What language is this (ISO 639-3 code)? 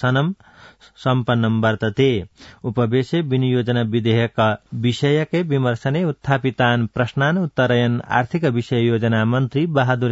san